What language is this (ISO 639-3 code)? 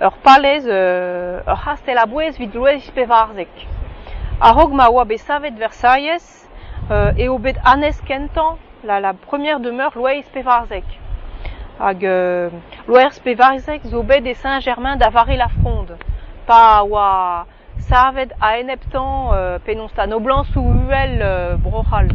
bre